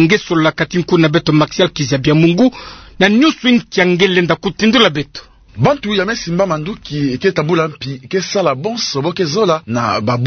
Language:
Kituba (Democratic Republic of Congo)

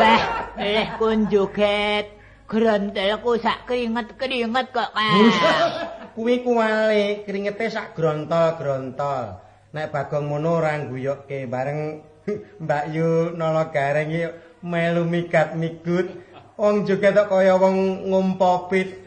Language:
Javanese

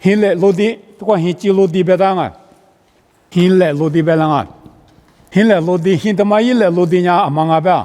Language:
Lisu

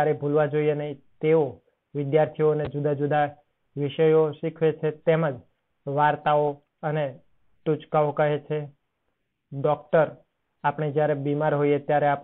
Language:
Gujarati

